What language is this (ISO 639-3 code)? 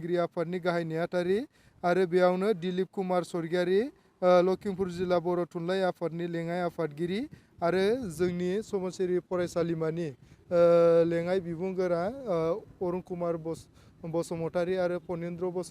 brx